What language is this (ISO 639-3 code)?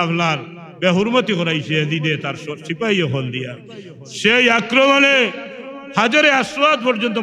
syl